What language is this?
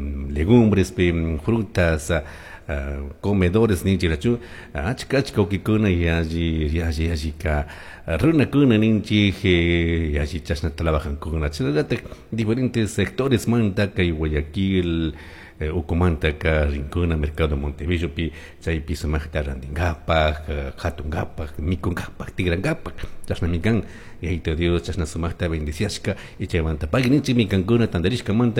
Chimborazo Highland Quichua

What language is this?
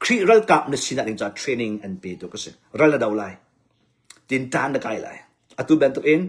Hakha Chin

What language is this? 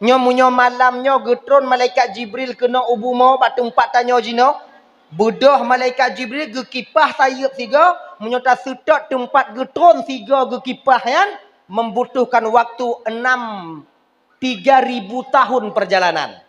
Achinese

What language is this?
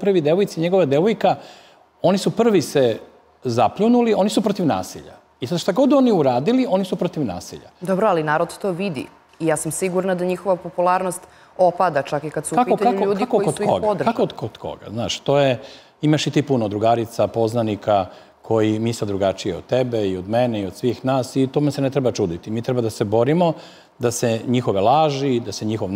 Serbian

